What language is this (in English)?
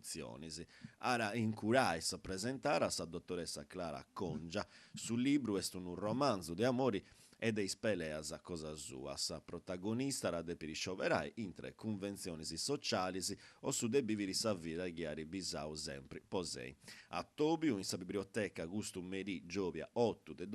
Sardinian